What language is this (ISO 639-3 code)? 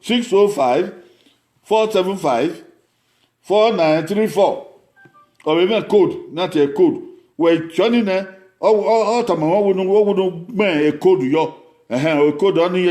bin